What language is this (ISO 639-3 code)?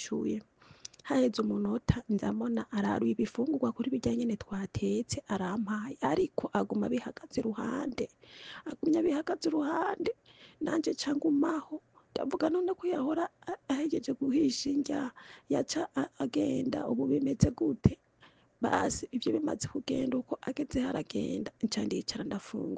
run